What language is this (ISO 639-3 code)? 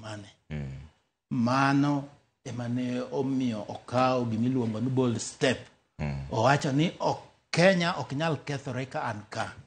luo